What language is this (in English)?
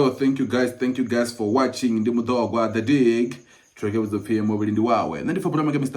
Venda